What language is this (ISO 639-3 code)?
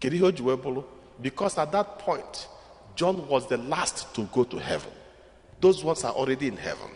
ibo